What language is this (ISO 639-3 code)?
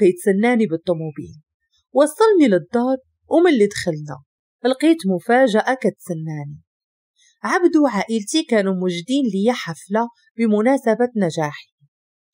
ary